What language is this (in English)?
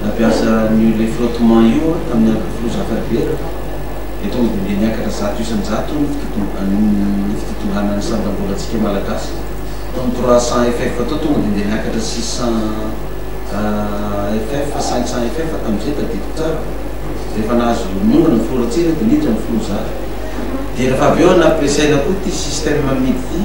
Malagasy